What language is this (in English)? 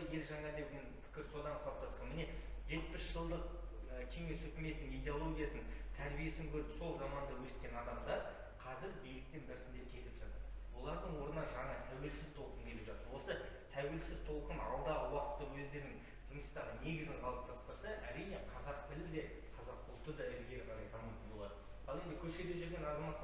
Kazakh